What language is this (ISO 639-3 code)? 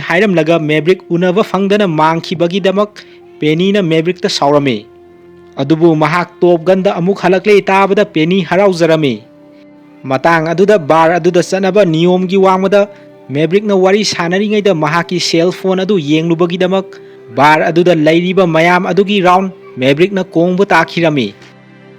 mni